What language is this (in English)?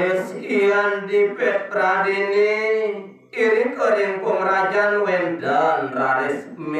Balinese